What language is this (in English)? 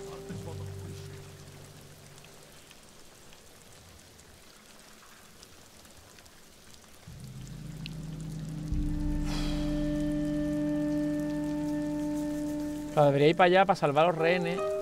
Spanish